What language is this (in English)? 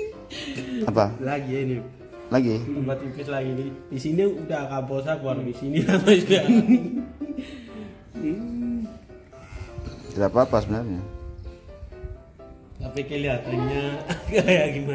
Indonesian